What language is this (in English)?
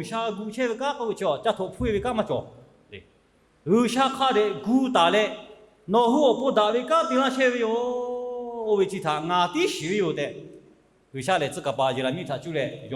Lahu